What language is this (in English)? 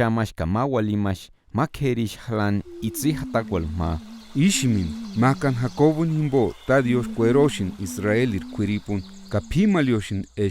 Purepecha